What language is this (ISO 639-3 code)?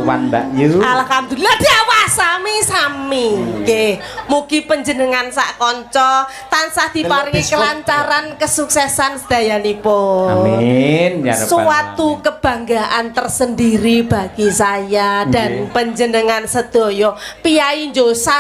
jav